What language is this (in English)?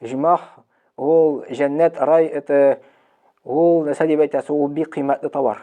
Tatar